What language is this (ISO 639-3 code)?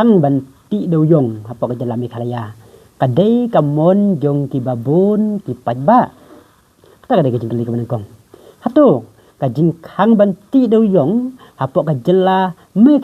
kha